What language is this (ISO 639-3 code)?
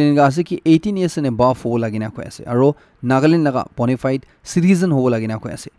nag